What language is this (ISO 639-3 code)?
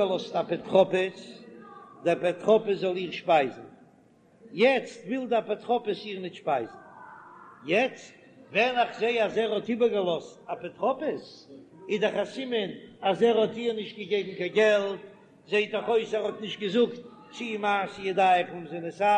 yid